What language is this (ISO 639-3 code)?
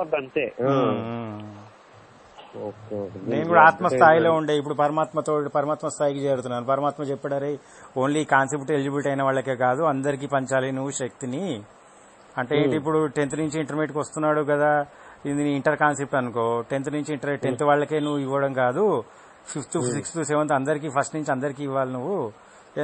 tel